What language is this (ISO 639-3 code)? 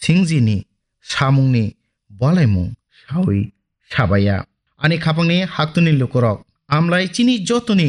trp